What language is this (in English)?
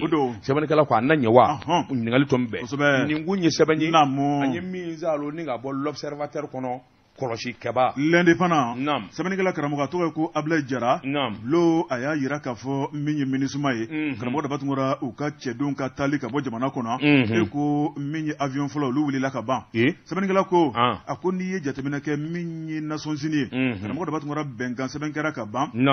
Bambara